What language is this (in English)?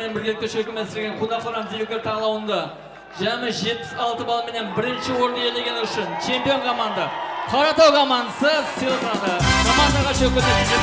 Kara-Kalpak